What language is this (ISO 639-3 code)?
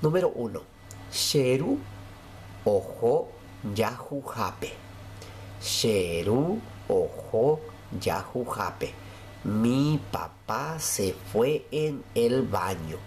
grn